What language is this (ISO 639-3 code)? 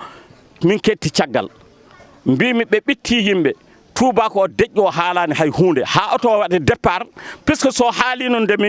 ful